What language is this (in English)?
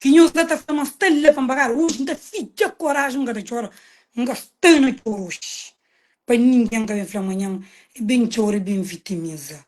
Kabuverdianu